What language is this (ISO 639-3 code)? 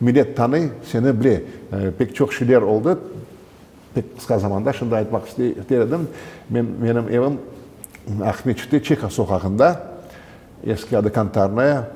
crh